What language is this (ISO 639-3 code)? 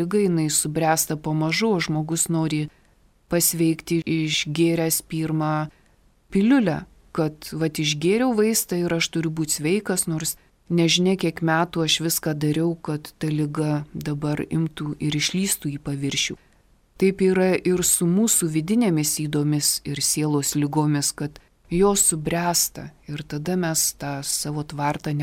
lit